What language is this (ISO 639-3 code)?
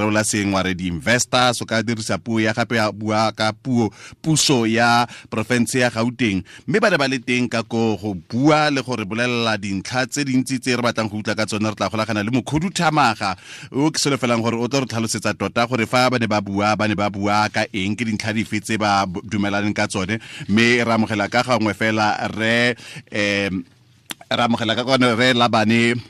tsn